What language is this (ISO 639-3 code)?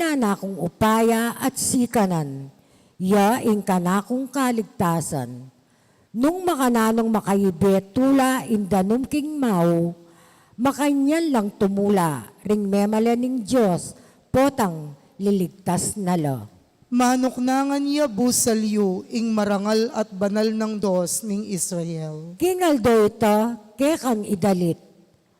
pam